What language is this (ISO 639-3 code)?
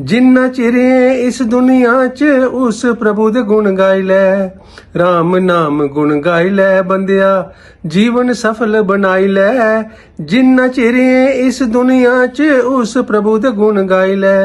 doi